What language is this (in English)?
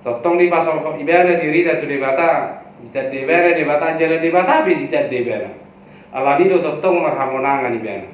Batak Toba